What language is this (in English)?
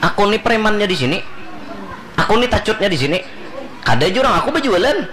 Banjar